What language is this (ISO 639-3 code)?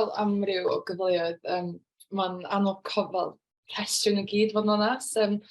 cym